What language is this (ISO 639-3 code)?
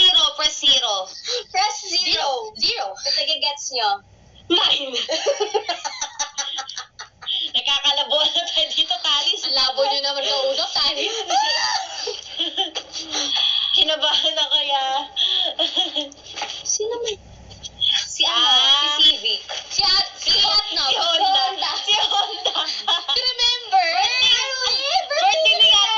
fil